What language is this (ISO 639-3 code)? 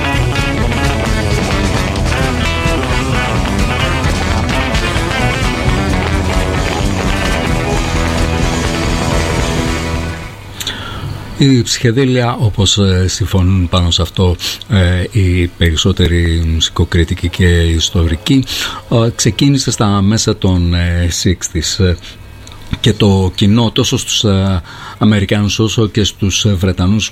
ell